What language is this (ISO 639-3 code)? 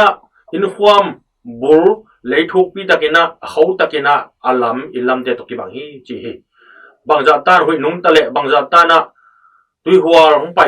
ctd